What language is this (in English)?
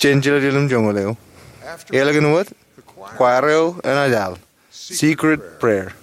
Marshallese